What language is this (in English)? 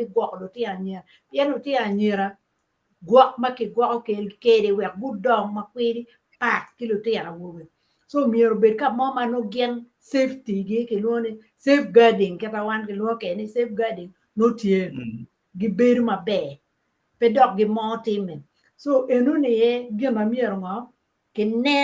Acoli